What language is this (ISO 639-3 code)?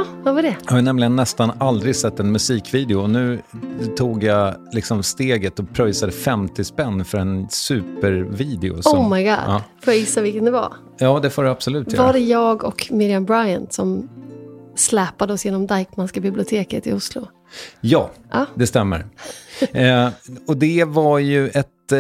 swe